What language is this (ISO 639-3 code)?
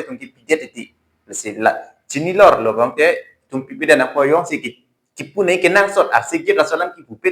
mjw